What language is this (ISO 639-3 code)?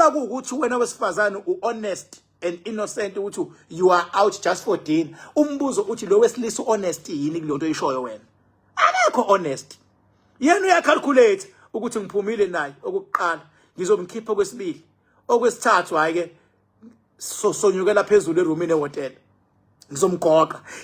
zul